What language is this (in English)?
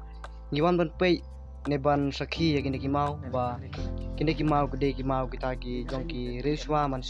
Khasi